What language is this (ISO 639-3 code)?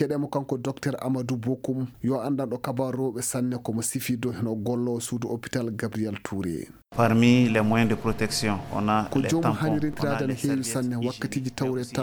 ful